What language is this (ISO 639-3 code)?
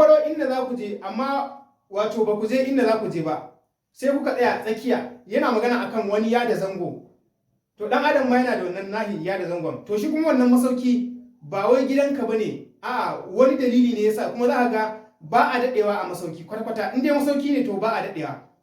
hau